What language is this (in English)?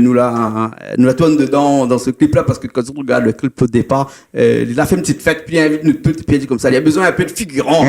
Réunion Creole French